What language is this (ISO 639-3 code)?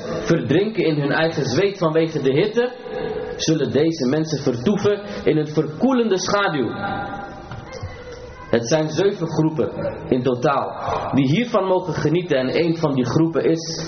nld